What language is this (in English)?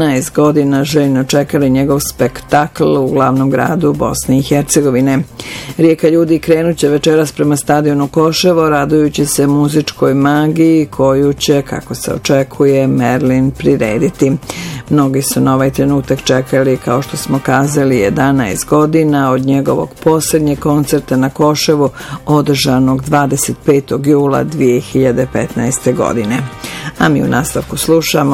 Bosnian